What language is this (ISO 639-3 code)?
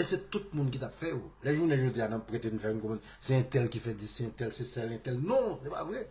hat